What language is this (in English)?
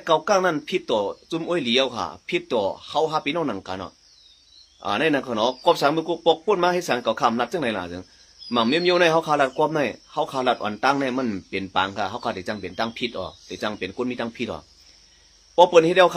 Shan